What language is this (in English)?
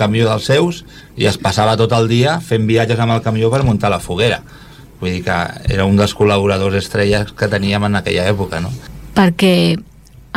Catalan